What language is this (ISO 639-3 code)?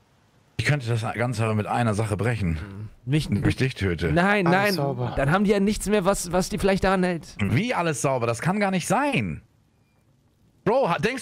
deu